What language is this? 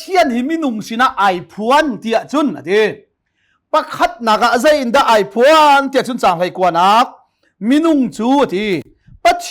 Hakha Chin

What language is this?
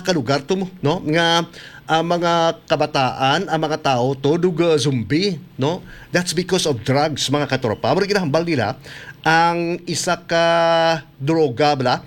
Hiligaynon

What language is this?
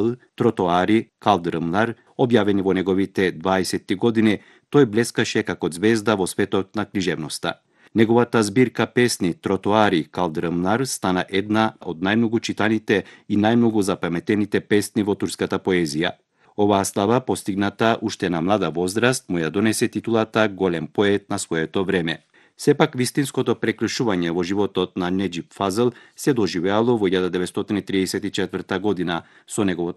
Macedonian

